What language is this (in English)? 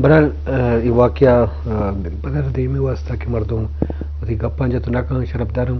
Eastern Balochi